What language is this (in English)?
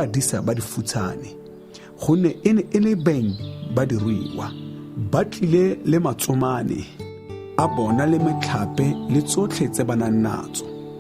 Tswana